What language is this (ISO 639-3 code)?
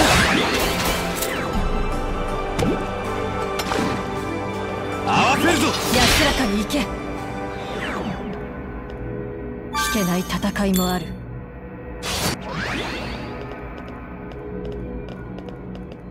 jpn